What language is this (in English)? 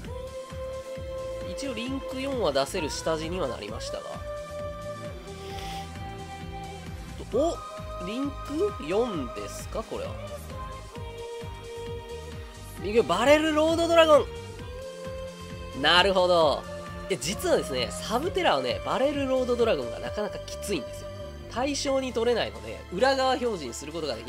Japanese